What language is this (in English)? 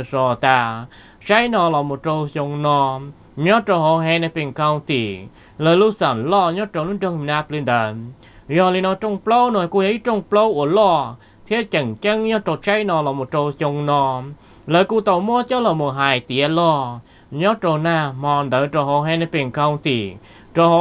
Vietnamese